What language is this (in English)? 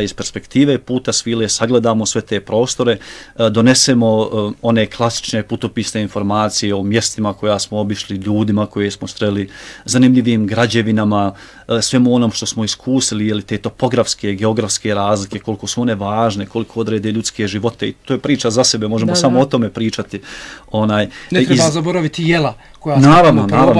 Bosnian